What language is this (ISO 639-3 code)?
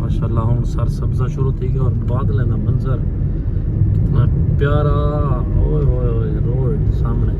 skr